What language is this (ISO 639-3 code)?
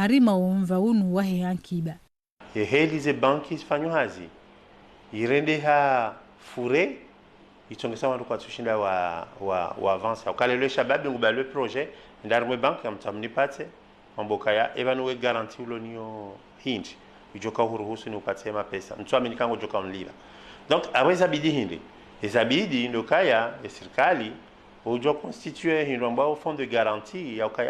zdj